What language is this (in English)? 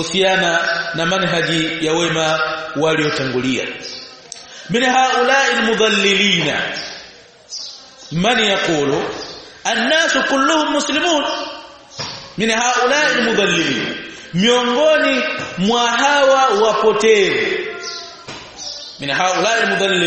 Swahili